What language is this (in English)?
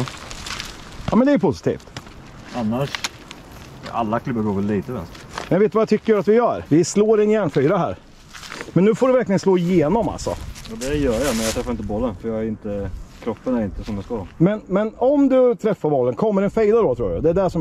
Swedish